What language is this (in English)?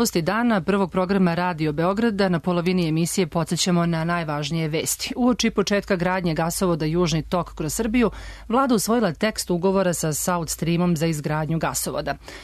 Serbian